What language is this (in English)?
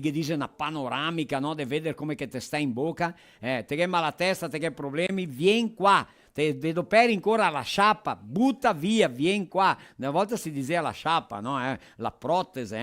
Venetian